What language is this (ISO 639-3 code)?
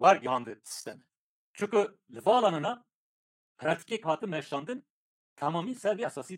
kur